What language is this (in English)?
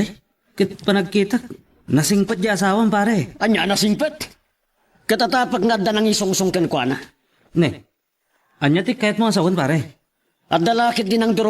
Iloko